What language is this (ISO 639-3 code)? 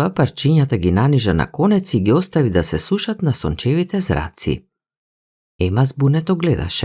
mkd